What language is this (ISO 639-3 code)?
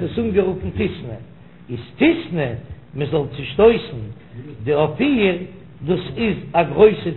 yid